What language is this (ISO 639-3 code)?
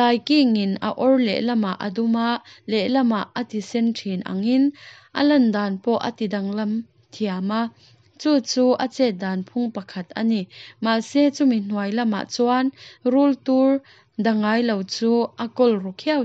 lus